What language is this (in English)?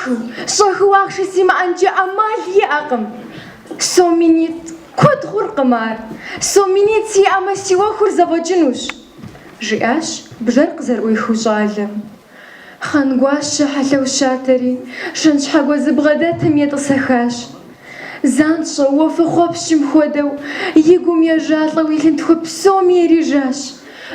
Kabardian